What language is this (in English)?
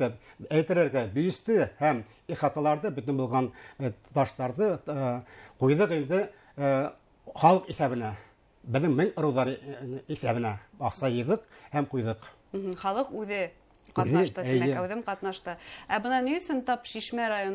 Bashkir